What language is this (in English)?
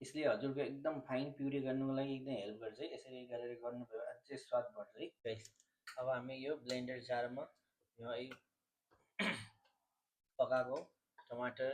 Nepali